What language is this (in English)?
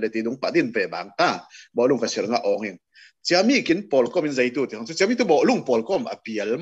Falam Chin